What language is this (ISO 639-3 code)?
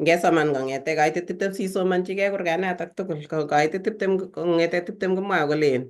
kln